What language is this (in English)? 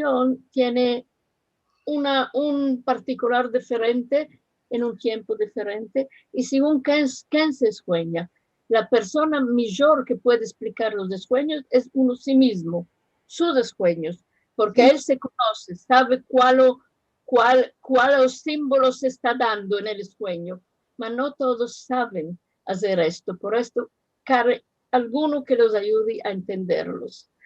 Ladino